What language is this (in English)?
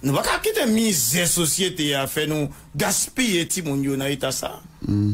Haitian Creole